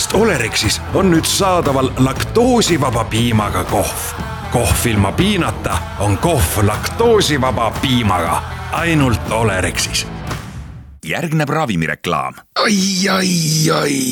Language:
Estonian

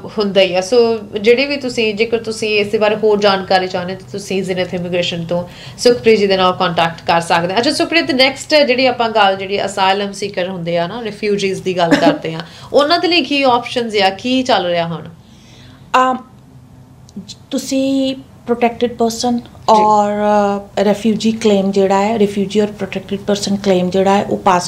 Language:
Punjabi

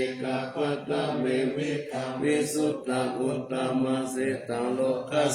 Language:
Pali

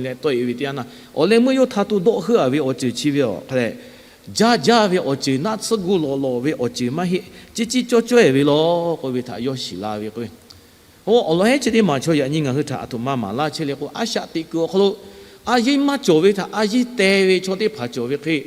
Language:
Lahu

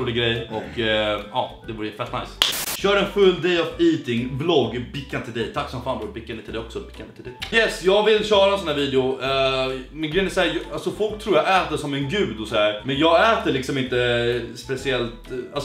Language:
Swedish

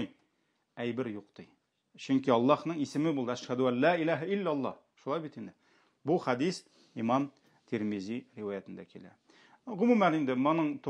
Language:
Tatar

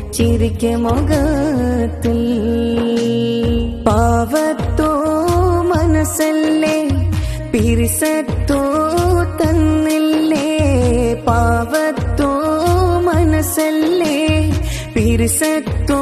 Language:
Malayalam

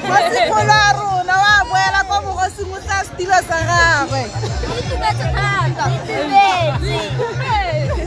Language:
Tswana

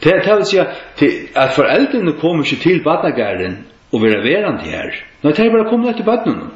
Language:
Faroese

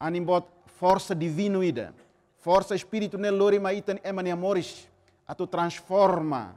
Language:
Tetum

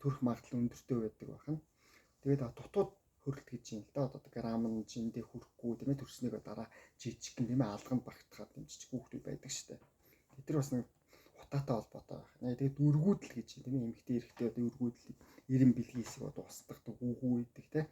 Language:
Mongolian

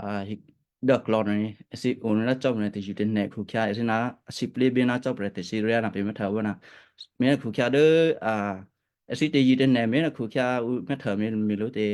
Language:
Western Kayah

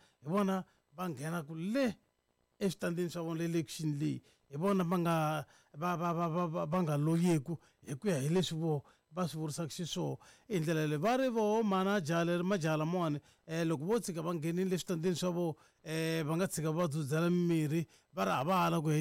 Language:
Tsonga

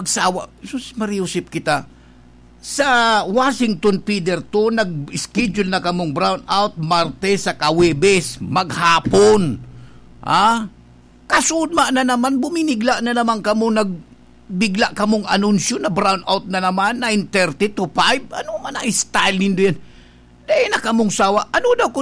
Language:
Bikol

